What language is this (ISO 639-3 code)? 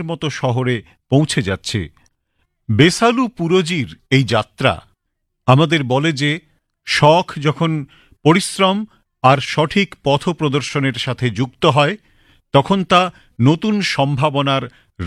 ben